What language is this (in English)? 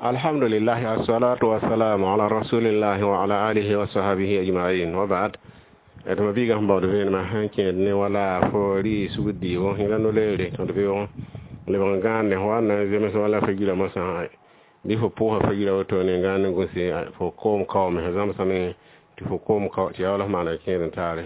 Mossi